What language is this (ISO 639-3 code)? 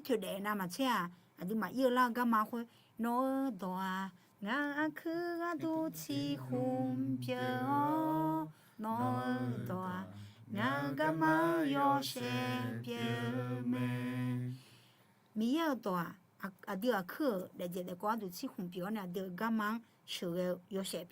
ahk